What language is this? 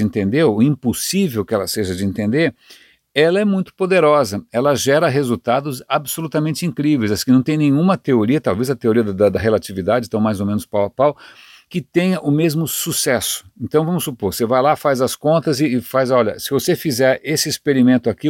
Portuguese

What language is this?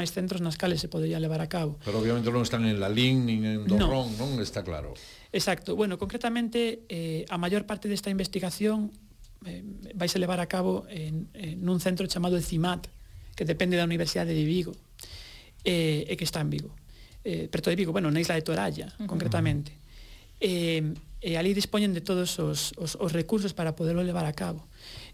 Galician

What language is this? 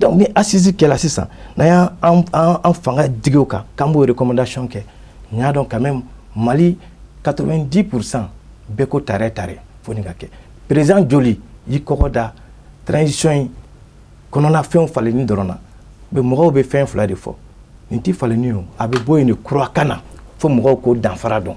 Bambara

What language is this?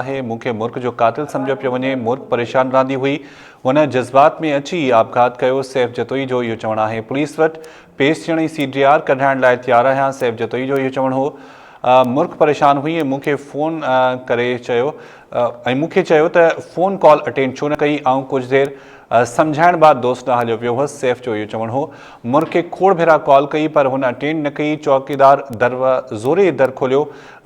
Sindhi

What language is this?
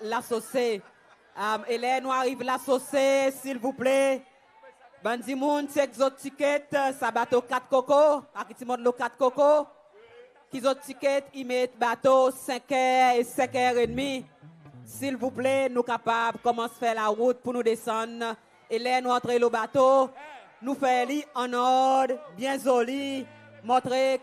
Seselwa Creole French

